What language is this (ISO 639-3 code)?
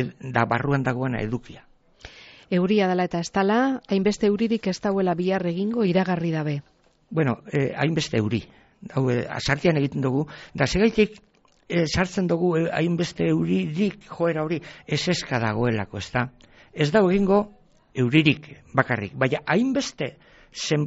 eus